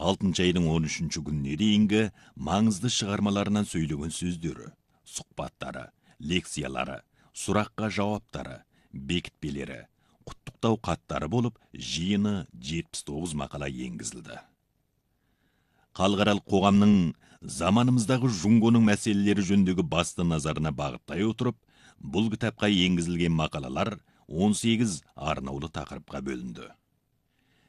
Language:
Kazakh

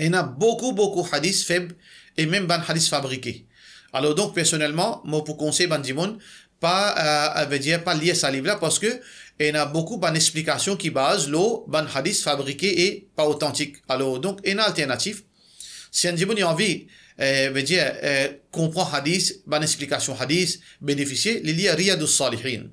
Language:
Morisyen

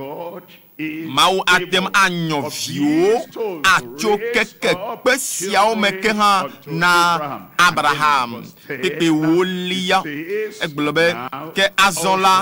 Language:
Ewe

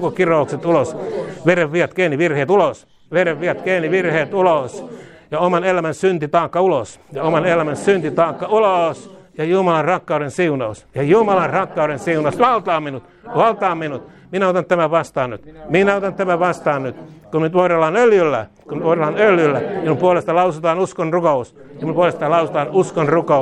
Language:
Finnish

